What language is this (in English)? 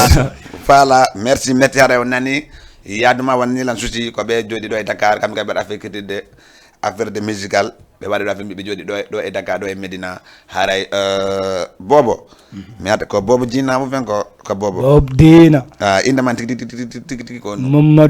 Fula